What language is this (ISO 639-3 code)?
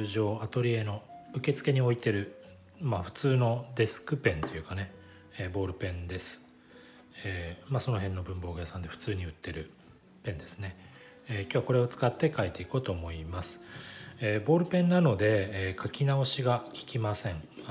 jpn